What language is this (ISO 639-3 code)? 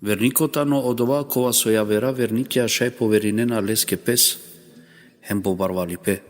rmn